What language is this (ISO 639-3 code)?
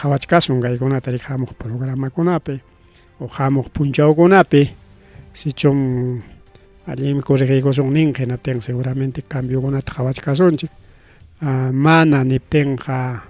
quy